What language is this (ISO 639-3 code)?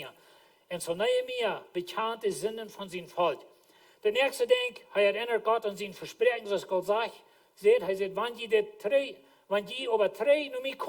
pdt